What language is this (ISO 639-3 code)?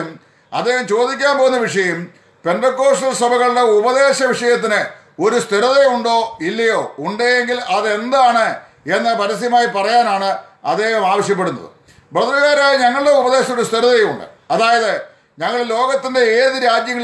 mal